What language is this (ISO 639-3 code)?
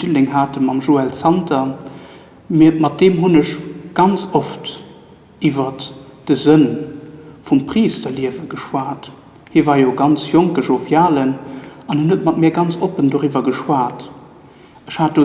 ltz